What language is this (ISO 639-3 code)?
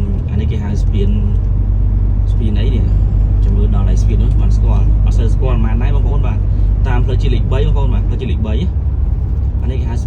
khm